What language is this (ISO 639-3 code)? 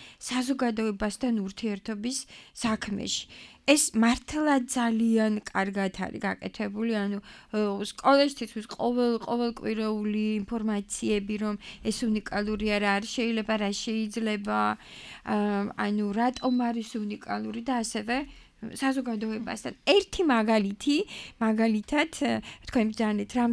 kat